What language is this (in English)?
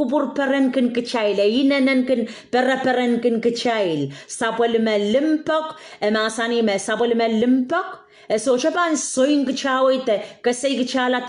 Pohnpeian